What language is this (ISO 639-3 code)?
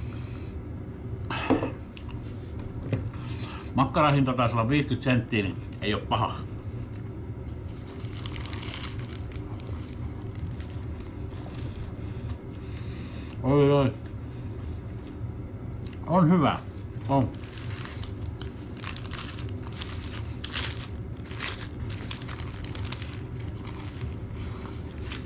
fin